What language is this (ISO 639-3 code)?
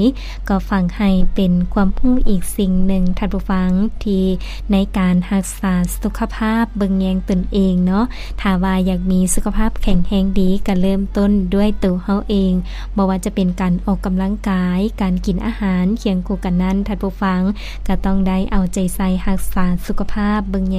lao